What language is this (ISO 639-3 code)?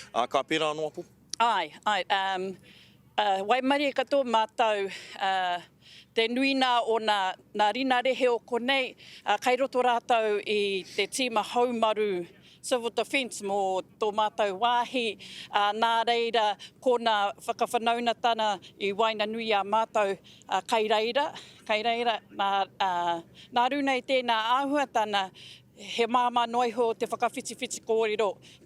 mri